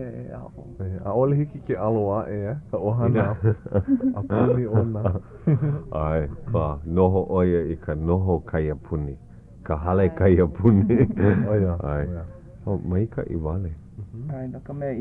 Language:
Hawaiian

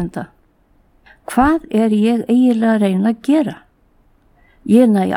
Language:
Icelandic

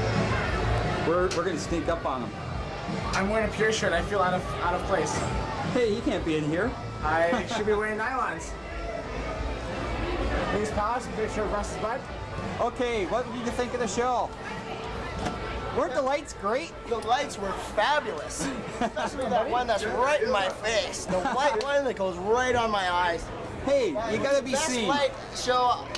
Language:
English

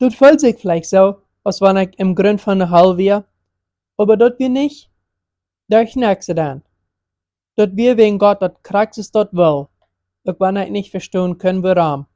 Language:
Plautdietsch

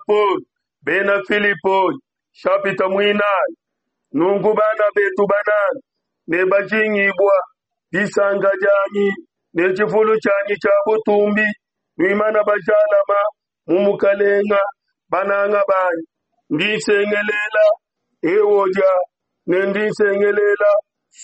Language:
Luba-Lulua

